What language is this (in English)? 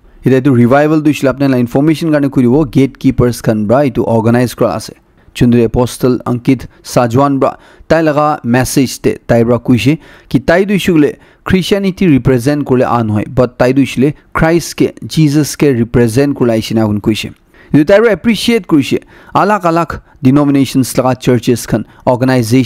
Naga Pidgin